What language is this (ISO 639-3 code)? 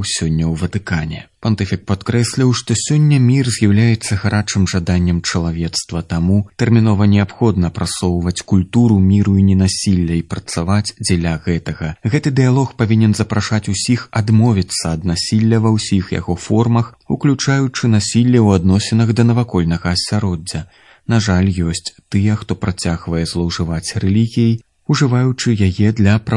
bel